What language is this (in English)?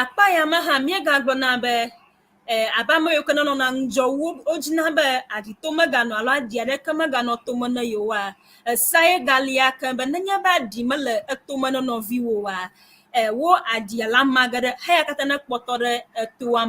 Ewe